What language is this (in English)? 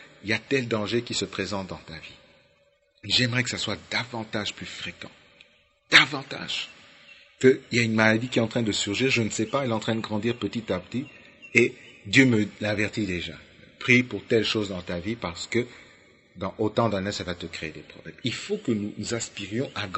French